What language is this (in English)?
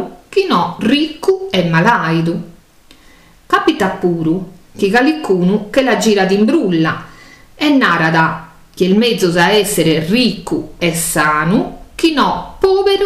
Sardinian